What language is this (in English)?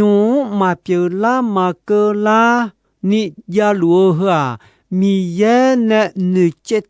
Akha